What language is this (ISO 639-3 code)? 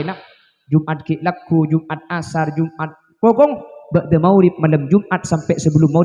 mad